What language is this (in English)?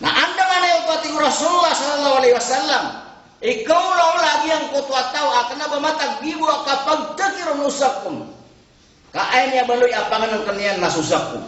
Maranao